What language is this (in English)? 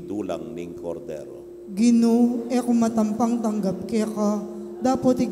Pampanga